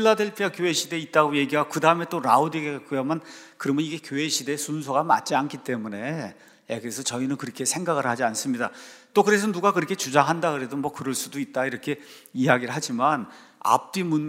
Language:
Korean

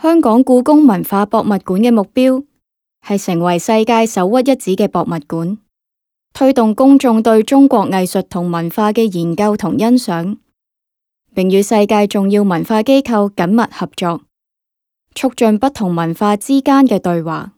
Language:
Cantonese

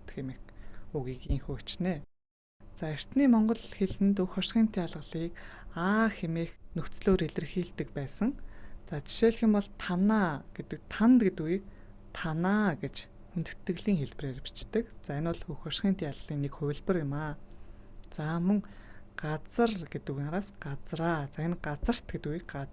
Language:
Mongolian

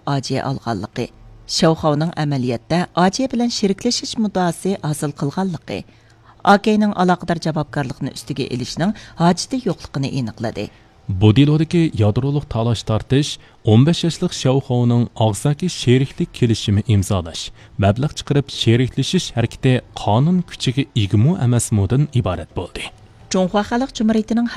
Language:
Uyghur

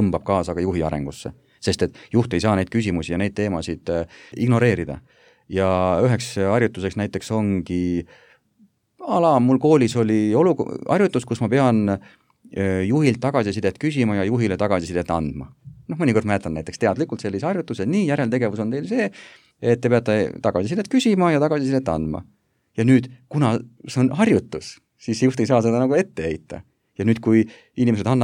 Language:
Estonian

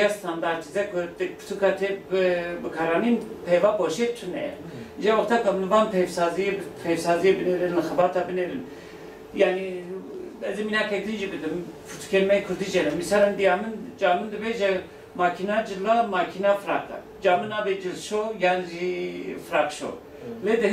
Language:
Kurdish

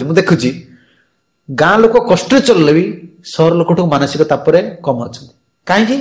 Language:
Odia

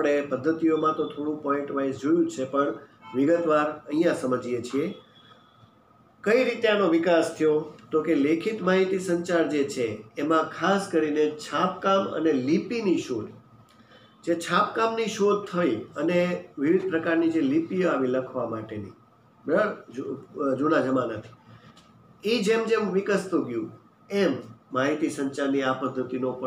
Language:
Gujarati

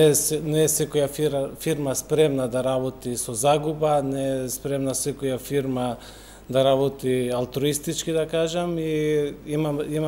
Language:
Macedonian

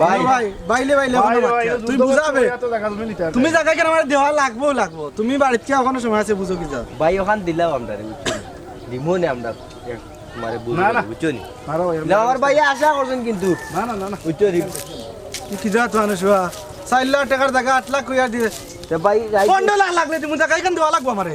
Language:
Sylheti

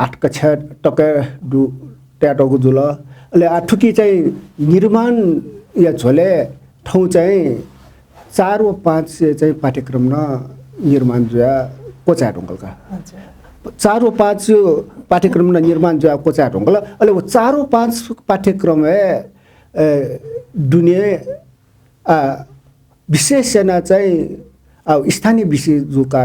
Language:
Newari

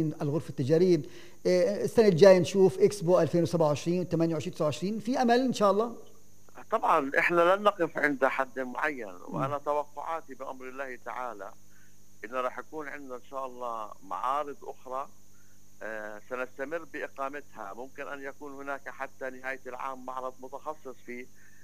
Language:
North Levantine Arabic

